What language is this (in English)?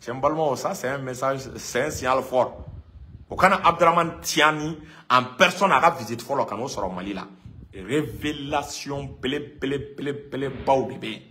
Bambara